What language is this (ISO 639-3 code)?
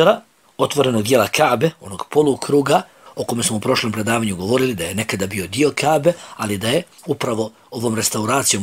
bos